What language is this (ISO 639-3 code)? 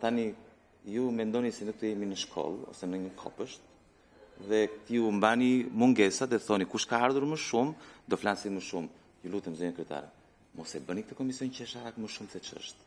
sqi